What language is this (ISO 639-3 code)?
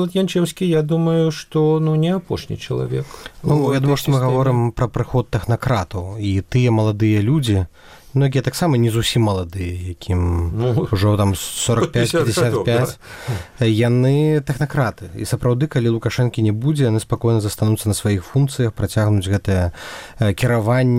bel